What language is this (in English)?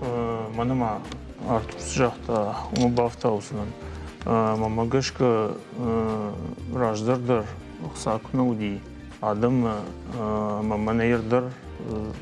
Ossetic